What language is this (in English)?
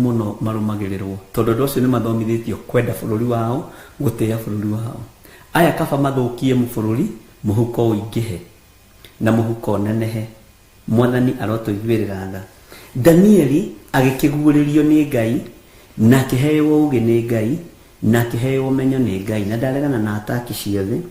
Kikuyu